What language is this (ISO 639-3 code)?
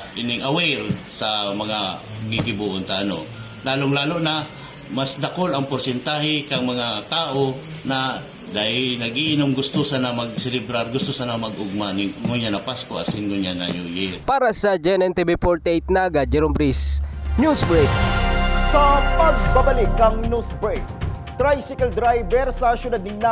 bik